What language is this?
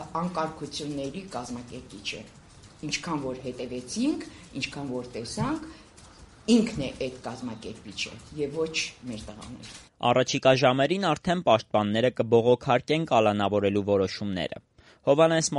Armenian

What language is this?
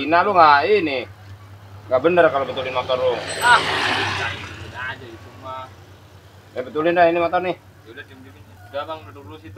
Betawi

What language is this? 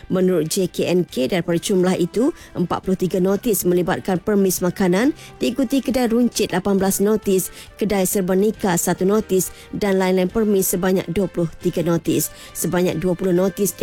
Malay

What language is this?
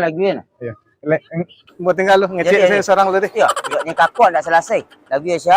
Minangkabau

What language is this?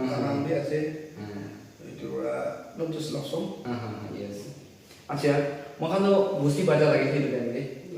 Naga Pidgin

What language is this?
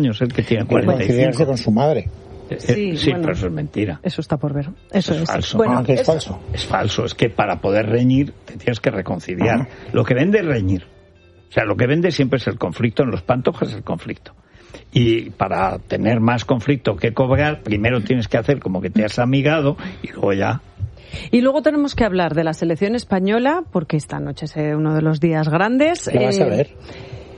Spanish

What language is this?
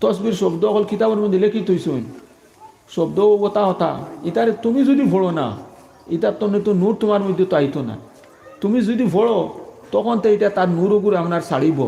Sylheti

